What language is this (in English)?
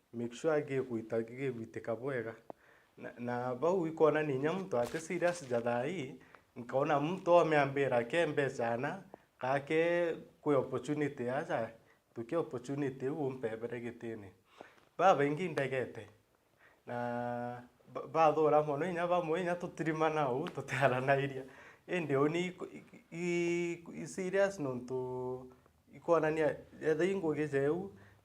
Meru